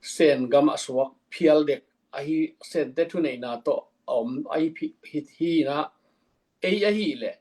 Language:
Tedim Chin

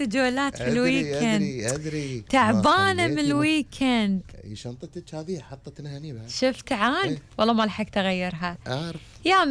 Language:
Gulf Arabic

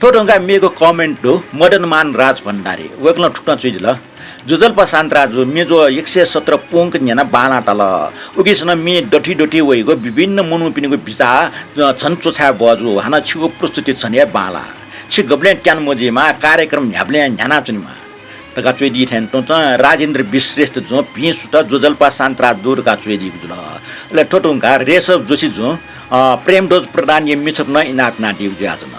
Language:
Newari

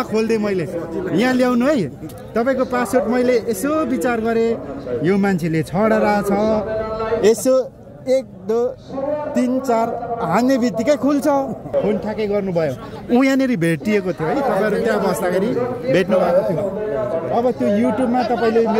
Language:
Nepali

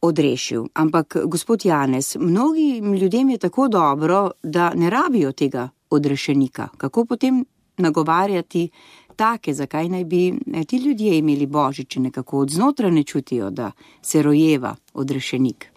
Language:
Slovenian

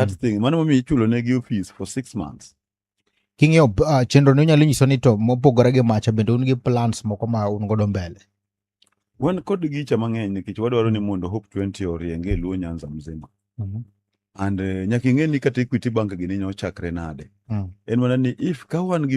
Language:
Luo (Kenya and Tanzania)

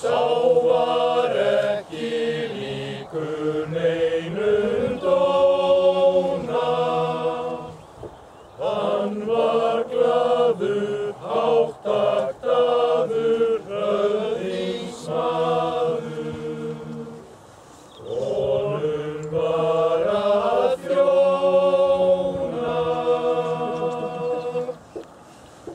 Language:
Icelandic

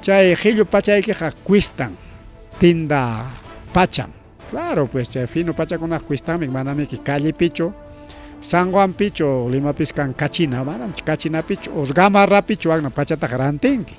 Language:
Ayacucho Quechua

